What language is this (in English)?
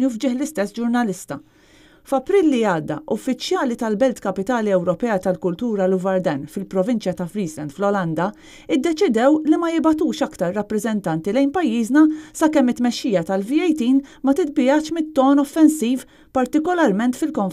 Maltese